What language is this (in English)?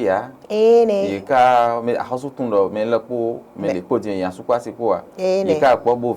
Fon